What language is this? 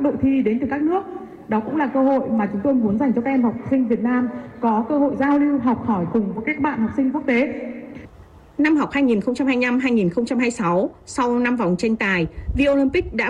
Vietnamese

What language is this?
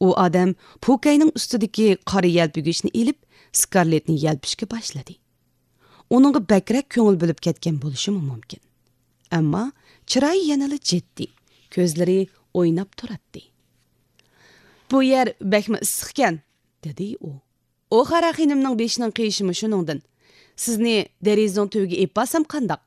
Uyghur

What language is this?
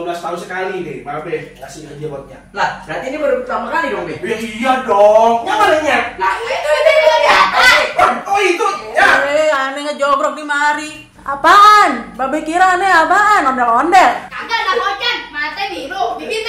Betawi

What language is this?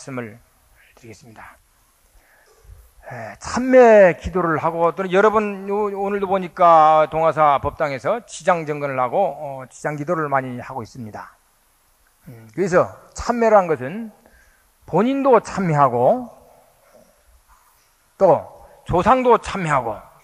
Korean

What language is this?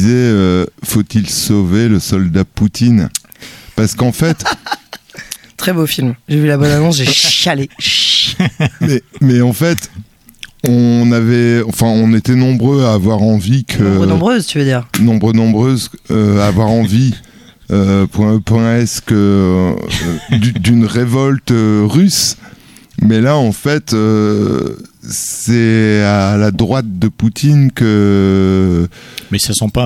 French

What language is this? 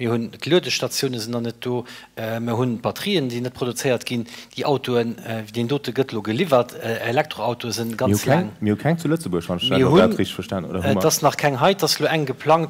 Luxembourgish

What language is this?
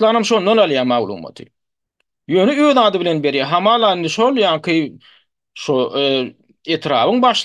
Turkmen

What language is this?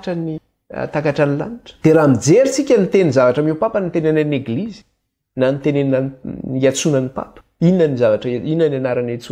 Malagasy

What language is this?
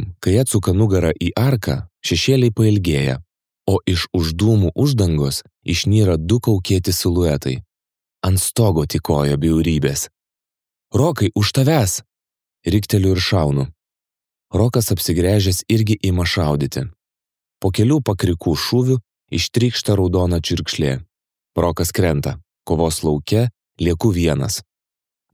Lithuanian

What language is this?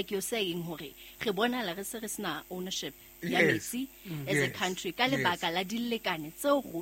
Southern Sotho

